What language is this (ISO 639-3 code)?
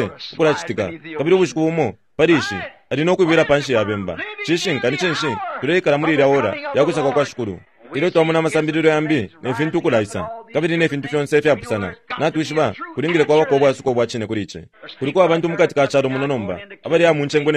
bem